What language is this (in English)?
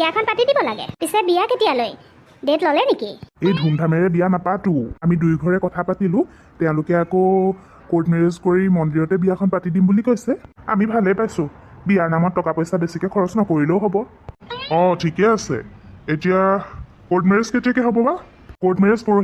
Assamese